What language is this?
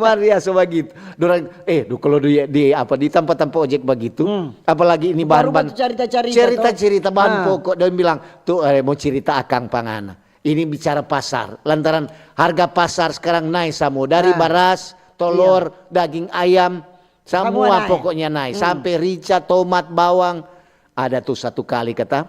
Manado Malay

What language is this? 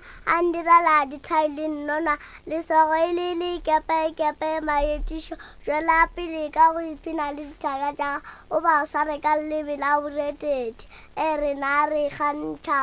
Northern Sotho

